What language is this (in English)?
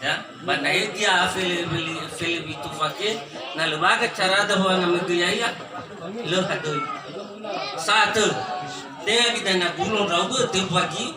Nias